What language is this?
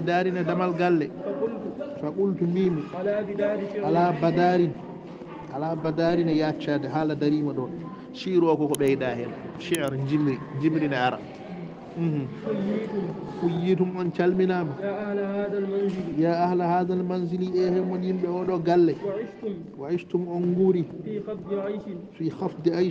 Fula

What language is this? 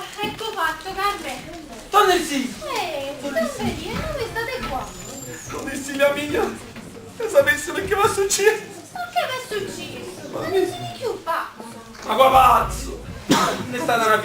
Neapolitan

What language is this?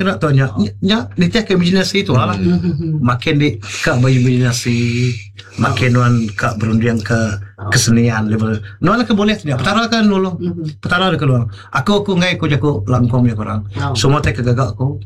Iban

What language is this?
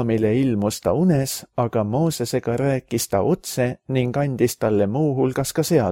Estonian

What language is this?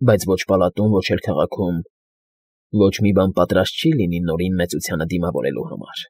Armenian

